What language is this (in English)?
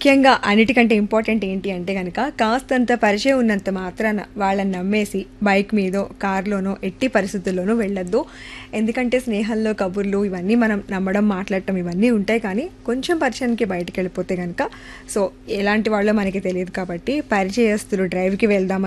Telugu